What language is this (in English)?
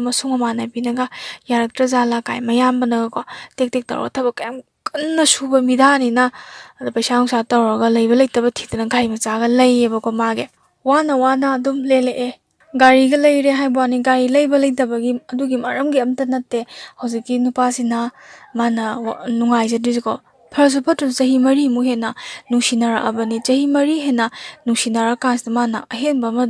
Manipuri